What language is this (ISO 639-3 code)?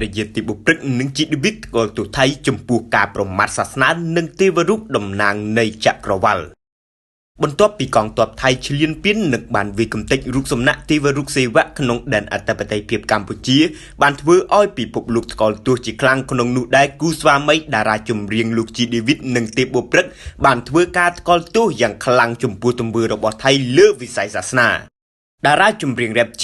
khm